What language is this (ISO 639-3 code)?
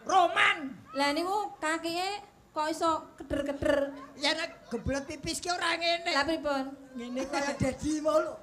jav